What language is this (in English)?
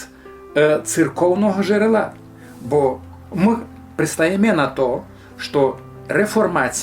Rusyn